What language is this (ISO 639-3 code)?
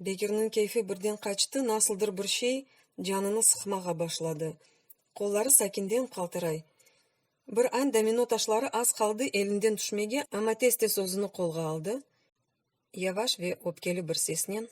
crh